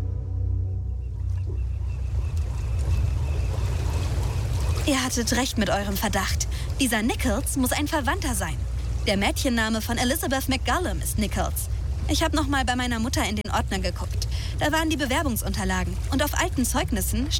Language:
German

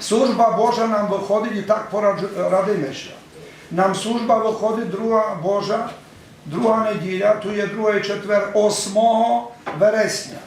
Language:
Rusyn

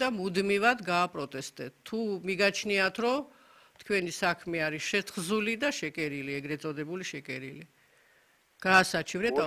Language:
Georgian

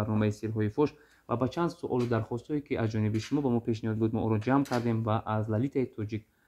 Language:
Tajik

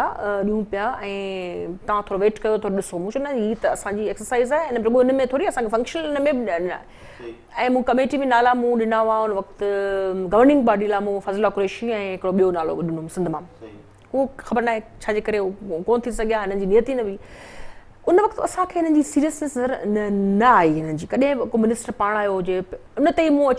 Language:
Sindhi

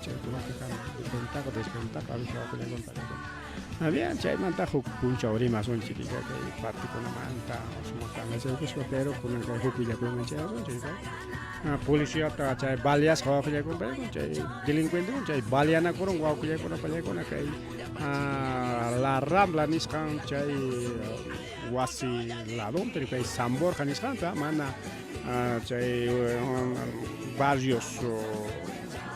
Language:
Ayacucho Quechua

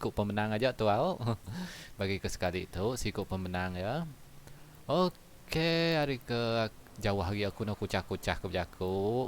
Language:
Iban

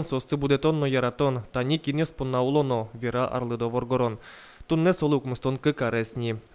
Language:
Udmurt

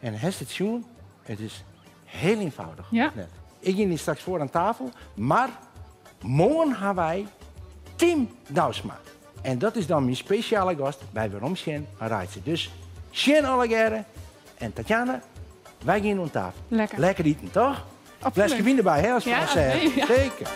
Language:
Western Frisian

